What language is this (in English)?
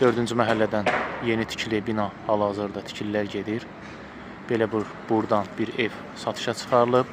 Azerbaijani